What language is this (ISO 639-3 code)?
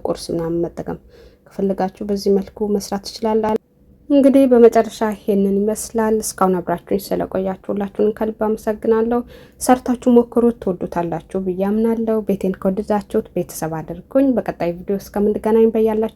amh